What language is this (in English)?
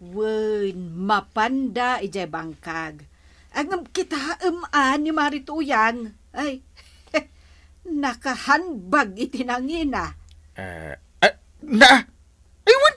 Iloko